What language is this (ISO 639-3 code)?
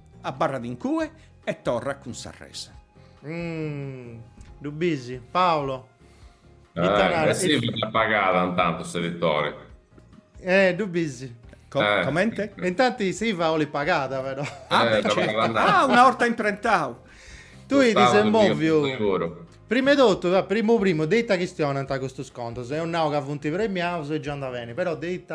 srd